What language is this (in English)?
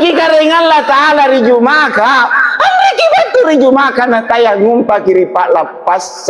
Makasar